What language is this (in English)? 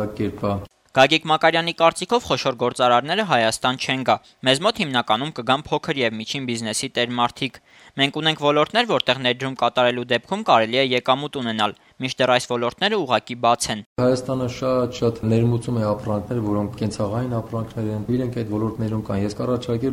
Armenian